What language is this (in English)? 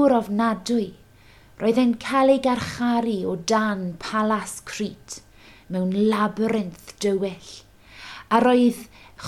Welsh